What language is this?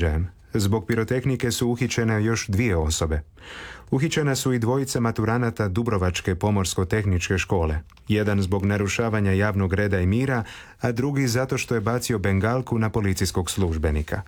Croatian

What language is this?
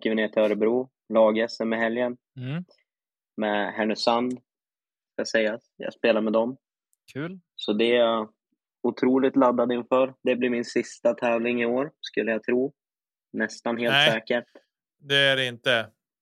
Swedish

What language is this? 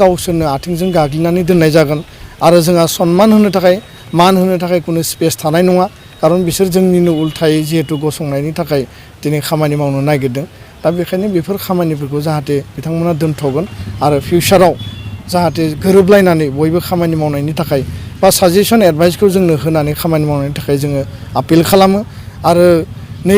Bodo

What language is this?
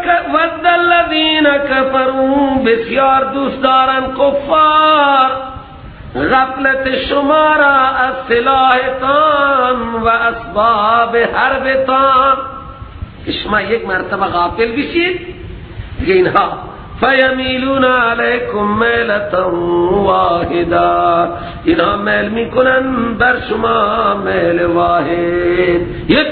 Persian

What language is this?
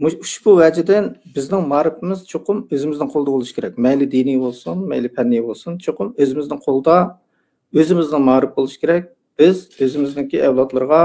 Uyghur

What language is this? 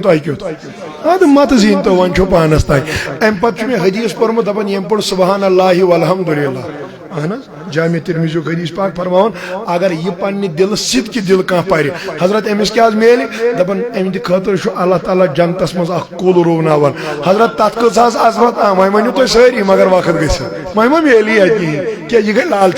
Kashmiri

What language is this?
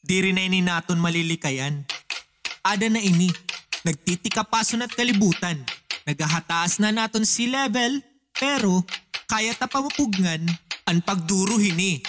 Waray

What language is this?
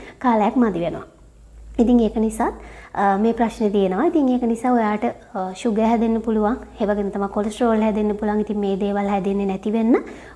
Sinhala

